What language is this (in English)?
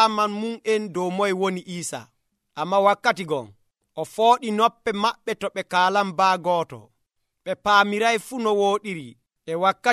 Nigerian Fulfulde